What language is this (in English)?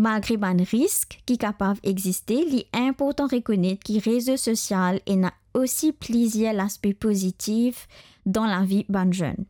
Morisyen